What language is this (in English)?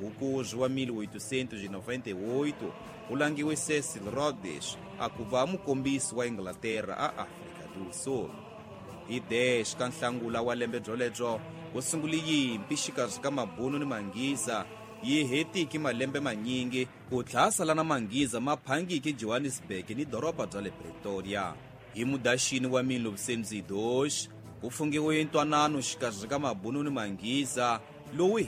Tsonga